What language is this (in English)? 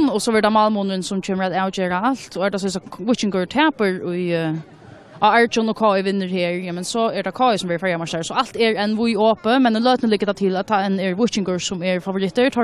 Faroese